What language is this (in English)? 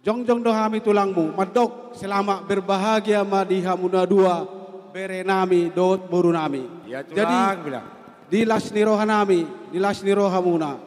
Batak Toba